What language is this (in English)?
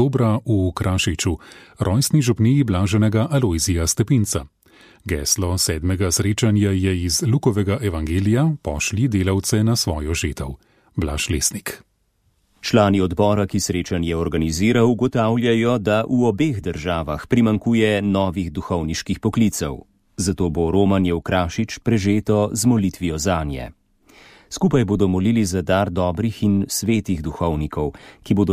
Slovenian